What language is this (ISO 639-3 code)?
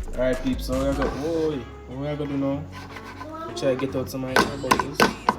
jam